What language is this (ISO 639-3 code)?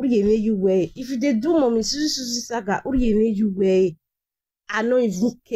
pcm